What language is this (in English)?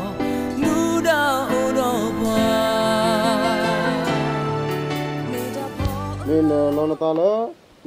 S'gaw Karen